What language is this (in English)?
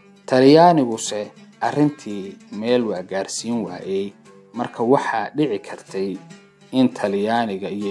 Somali